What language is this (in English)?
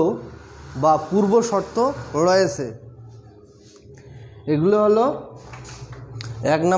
Bangla